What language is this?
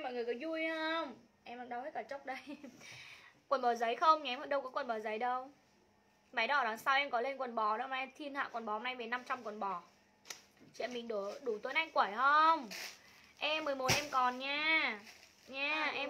Vietnamese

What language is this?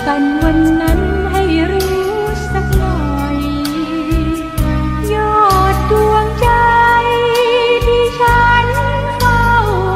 Thai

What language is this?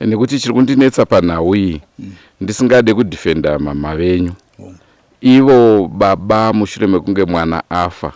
Shona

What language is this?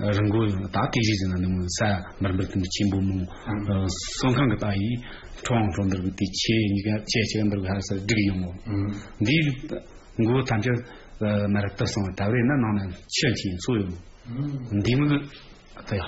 Tibetan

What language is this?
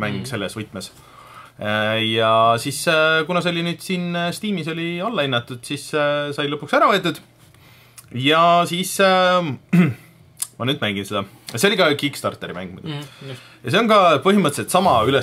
Estonian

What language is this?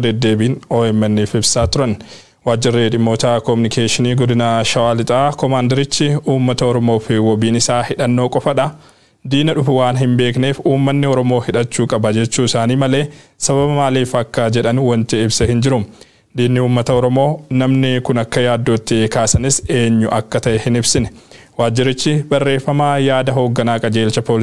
Oromo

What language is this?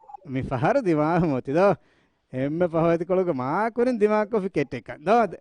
Divehi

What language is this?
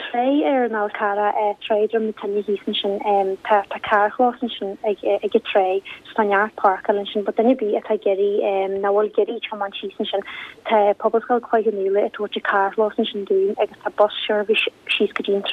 Irish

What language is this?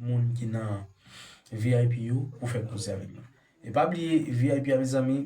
Haitian Creole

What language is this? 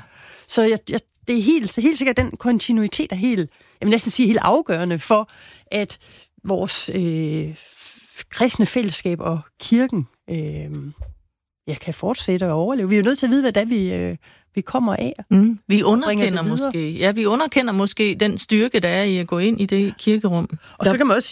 Danish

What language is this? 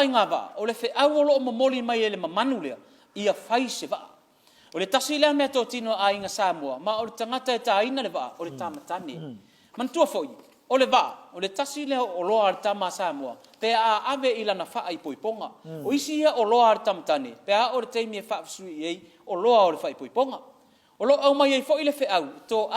Samoan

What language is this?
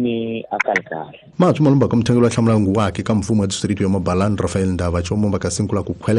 Tsonga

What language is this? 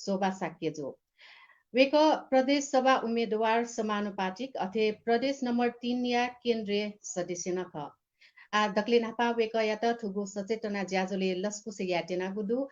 Newari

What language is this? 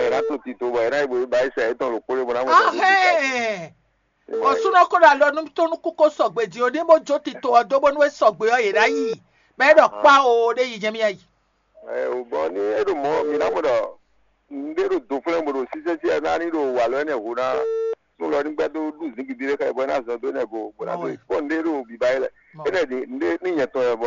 Fon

